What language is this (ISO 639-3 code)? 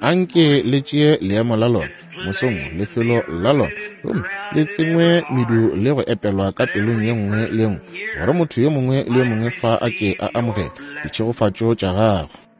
nso